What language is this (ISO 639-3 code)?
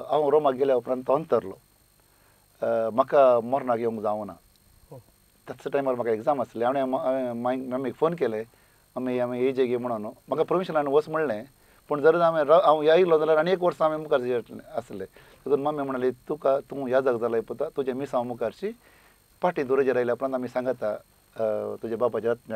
kok